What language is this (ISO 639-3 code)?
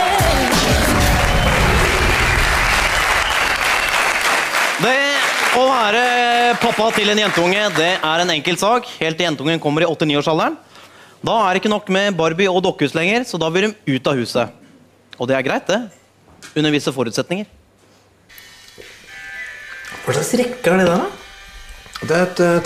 nor